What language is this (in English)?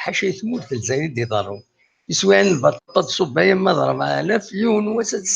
Kabyle